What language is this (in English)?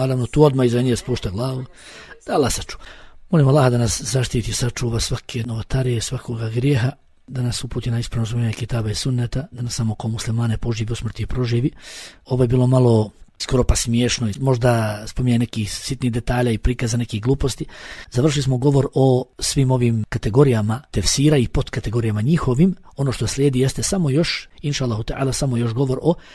Bosnian